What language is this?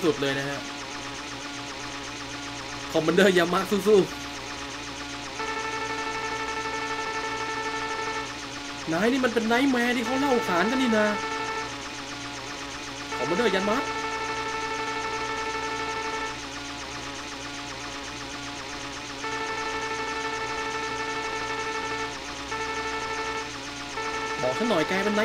Thai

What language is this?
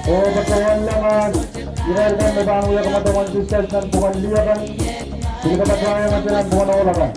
Pohnpeian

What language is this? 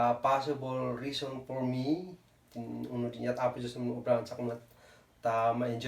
Kankanaey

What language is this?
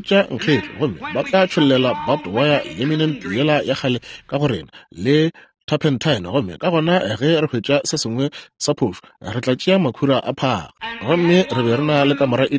Northern Sotho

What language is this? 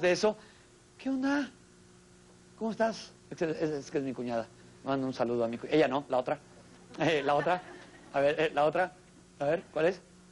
Spanish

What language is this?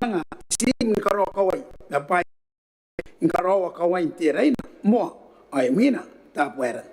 Gilbertese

